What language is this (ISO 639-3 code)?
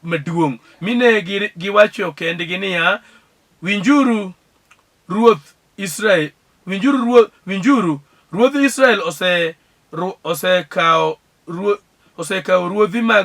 luo